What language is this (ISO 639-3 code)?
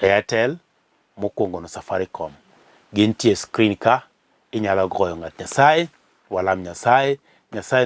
luo